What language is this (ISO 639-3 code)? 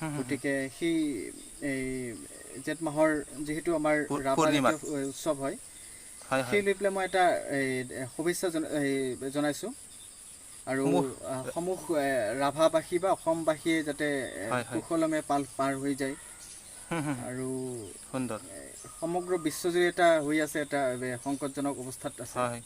asm